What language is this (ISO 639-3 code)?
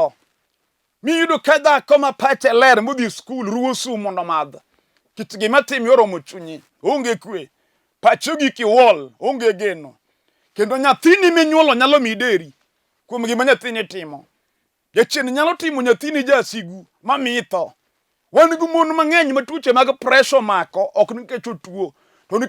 luo